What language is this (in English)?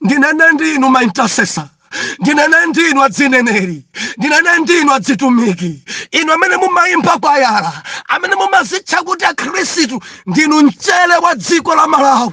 Nyanja